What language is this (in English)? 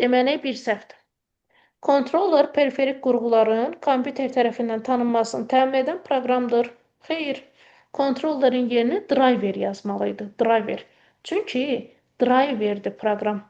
Azerbaijani